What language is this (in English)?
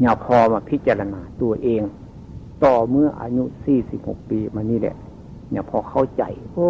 Northeastern Thai